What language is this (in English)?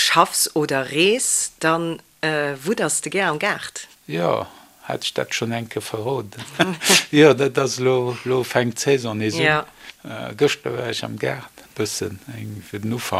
Luxembourgish